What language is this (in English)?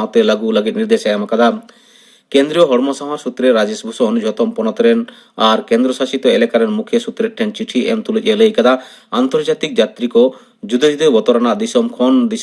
Santali